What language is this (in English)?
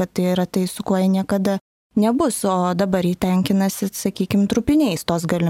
Lithuanian